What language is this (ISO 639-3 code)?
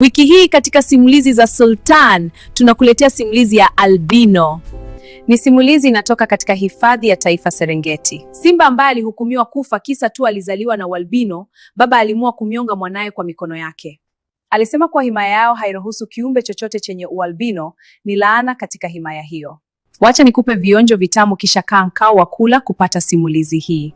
swa